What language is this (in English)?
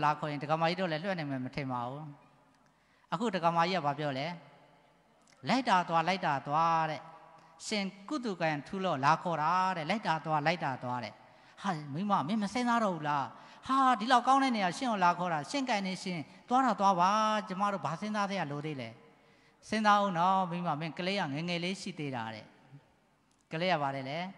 Burmese